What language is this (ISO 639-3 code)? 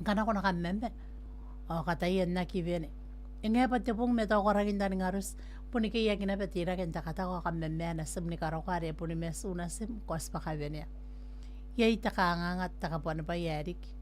gil